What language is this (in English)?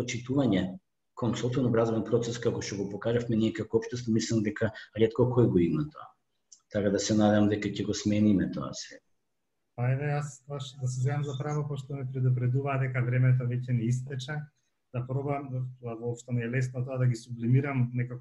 Macedonian